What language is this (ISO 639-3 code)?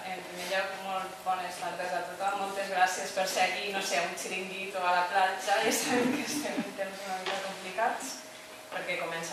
cat